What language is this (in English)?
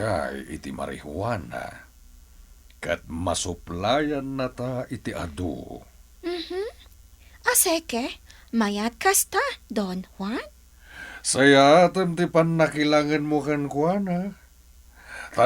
Iloko